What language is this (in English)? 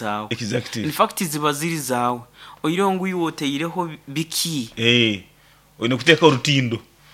Nyoro